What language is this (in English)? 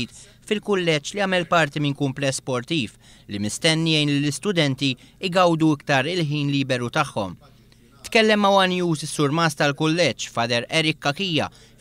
Maltese